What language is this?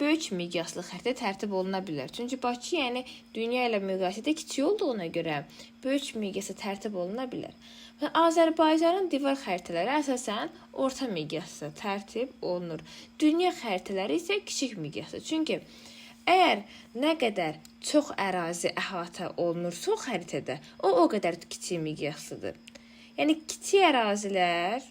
Azerbaijani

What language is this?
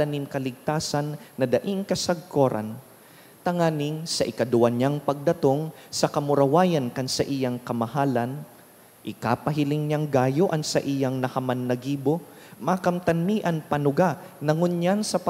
Bikol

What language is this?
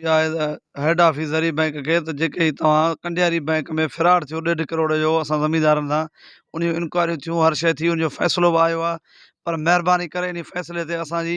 Sindhi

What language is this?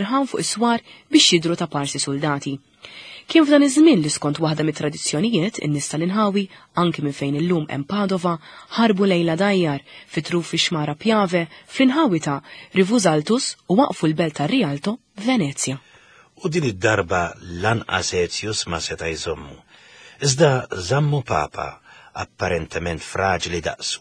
Maltese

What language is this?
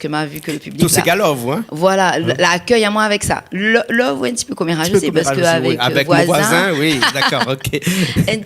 Réunion Creole French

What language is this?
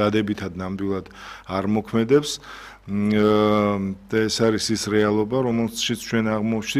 Georgian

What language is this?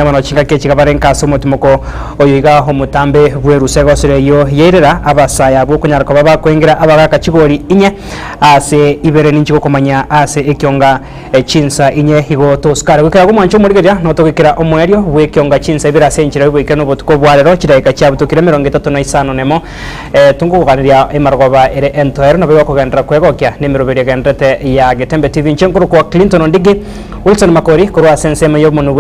Gusii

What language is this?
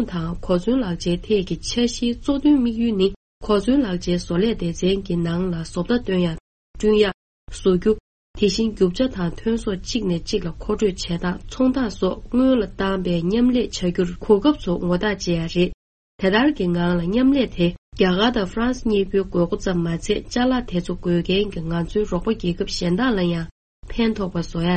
Tibetan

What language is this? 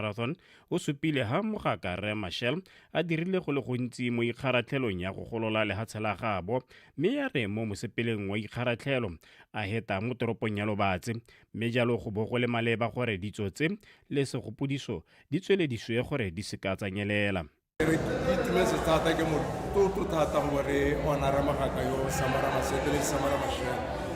Tswana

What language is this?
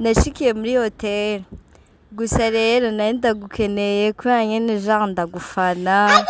Rundi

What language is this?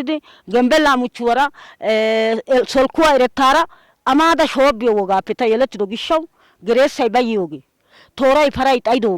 Wolaytta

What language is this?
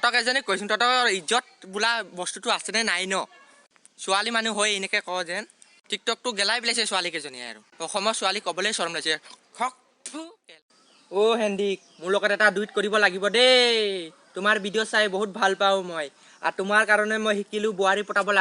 Assamese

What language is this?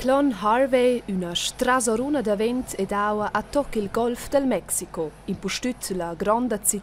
Romansh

